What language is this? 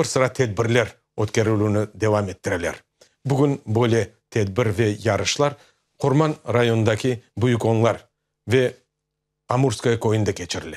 Crimean Tatar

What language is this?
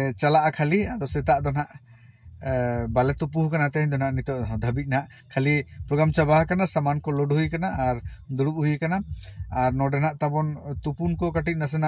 Santali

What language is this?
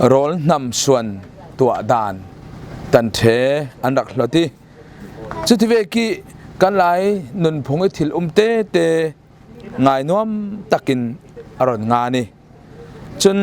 Falam Chin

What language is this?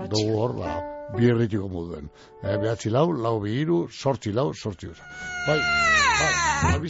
Basque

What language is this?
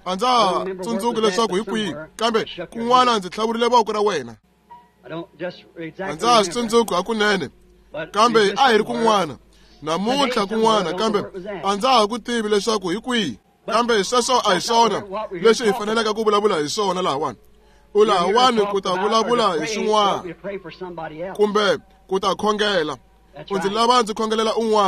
Tsonga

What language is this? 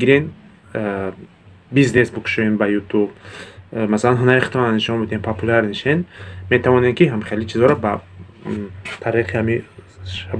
Tajik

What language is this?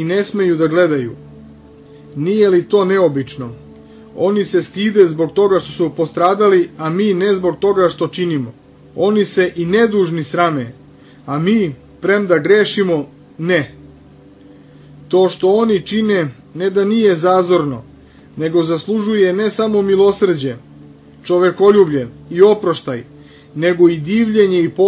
Serbian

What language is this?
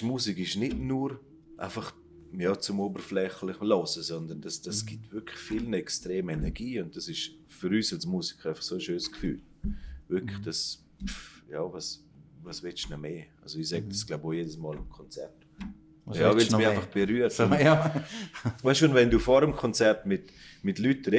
Swiss German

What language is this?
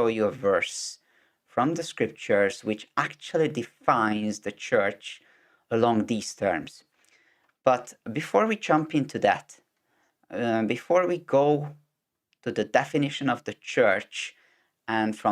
English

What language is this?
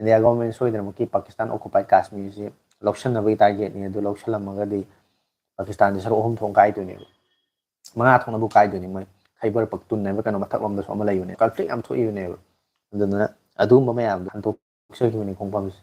Manipuri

